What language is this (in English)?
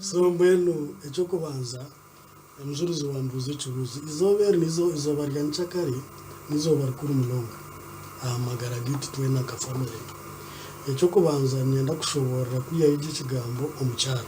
Nyankole